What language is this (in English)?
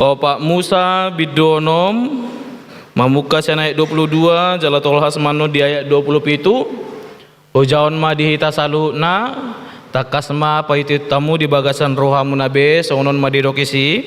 Batak Toba